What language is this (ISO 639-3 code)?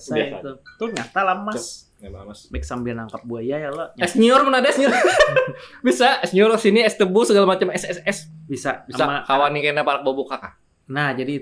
bjn